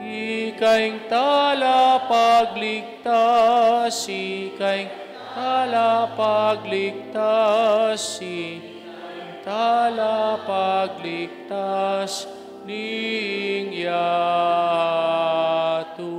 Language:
Pampanga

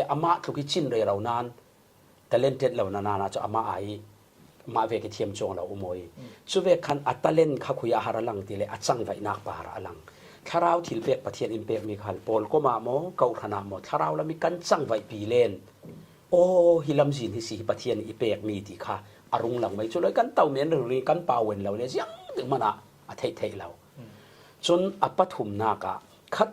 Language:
Falam Chin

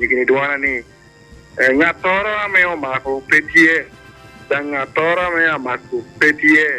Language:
Acoli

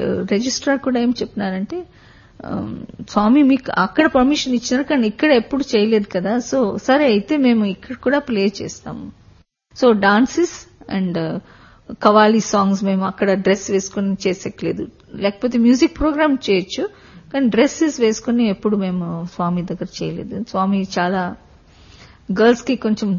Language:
Telugu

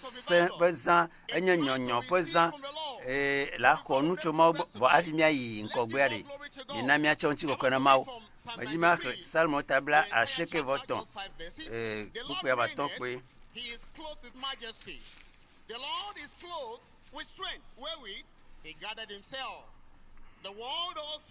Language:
Ewe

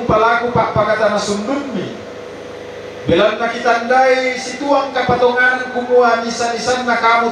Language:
Toraja-Sa'dan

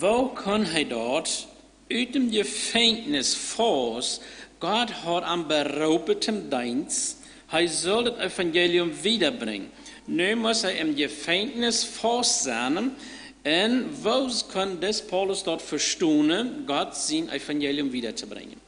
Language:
Plautdietsch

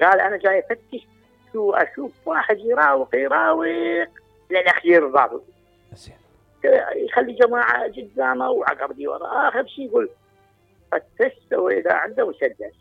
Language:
Mesopotamian Arabic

